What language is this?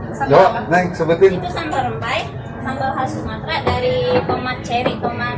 Betawi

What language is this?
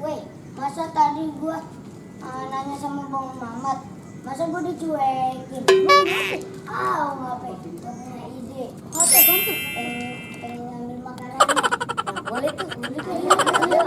Betawi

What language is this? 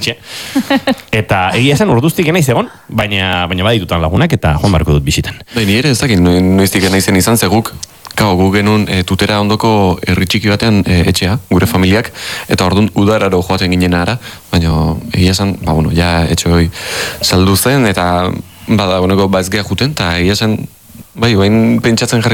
Basque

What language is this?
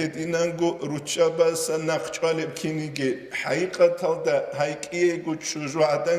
Avaric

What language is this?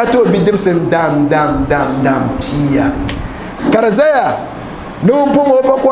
Dagbani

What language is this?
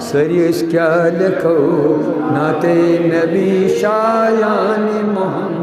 Kashmiri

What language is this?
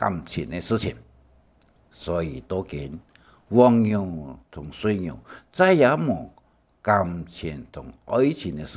Hakka Chinese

